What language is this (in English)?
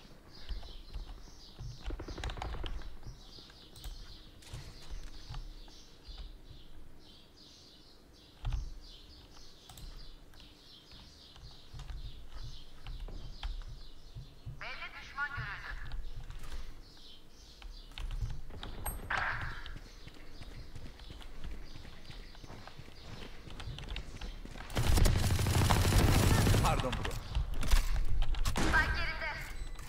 Turkish